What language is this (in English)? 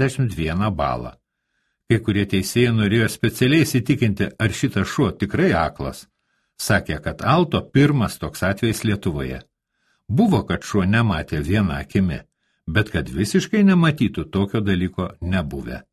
Lithuanian